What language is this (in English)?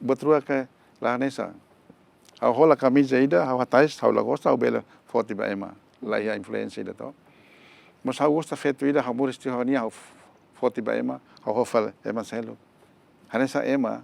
Tetum